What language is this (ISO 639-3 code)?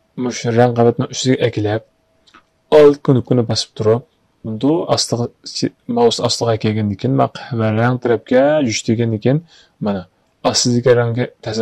uig